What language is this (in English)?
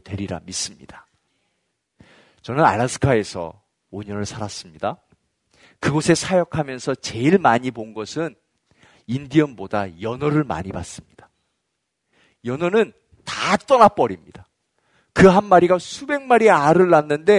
Korean